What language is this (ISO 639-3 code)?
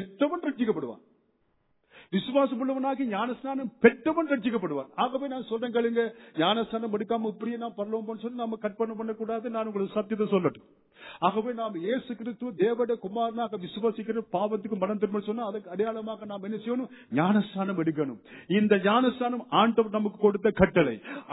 tam